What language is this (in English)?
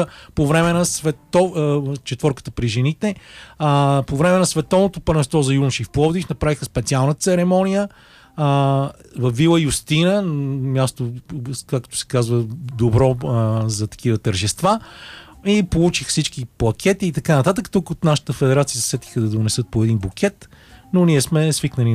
Bulgarian